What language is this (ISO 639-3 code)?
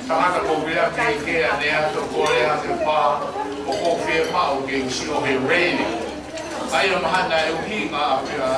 ton